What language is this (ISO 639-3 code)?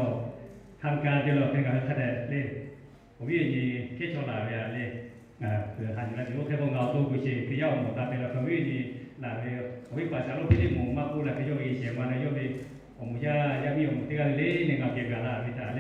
lhu